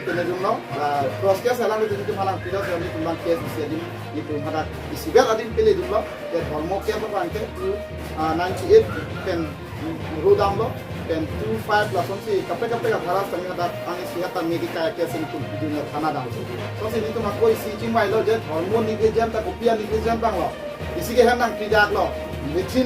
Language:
Karbi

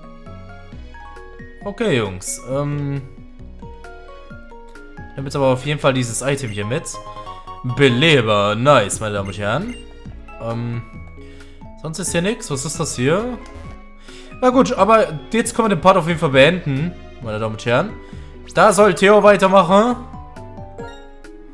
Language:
German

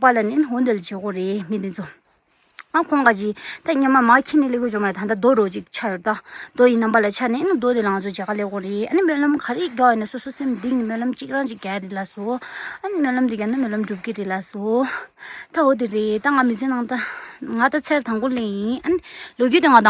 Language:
Tibetan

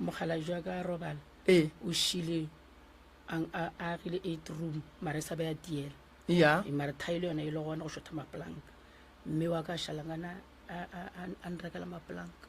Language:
Northern Sotho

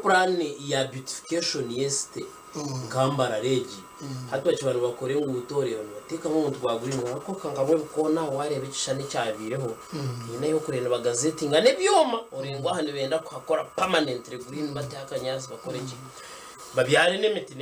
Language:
Nyankole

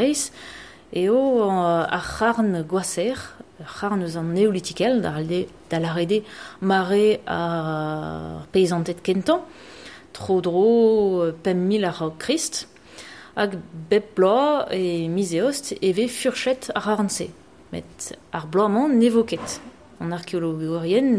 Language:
Breton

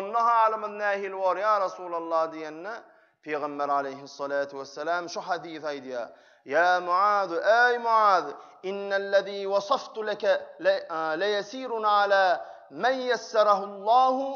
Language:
Turkmen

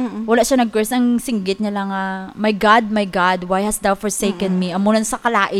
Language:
Hiligaynon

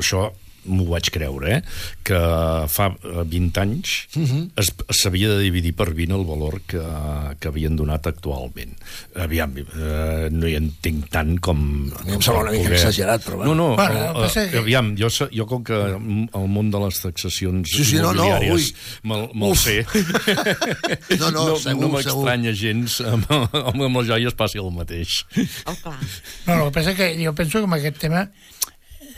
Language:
Catalan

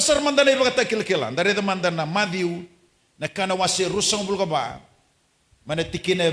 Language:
Fijian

